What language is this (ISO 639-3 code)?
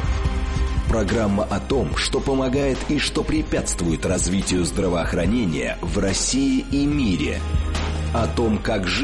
rus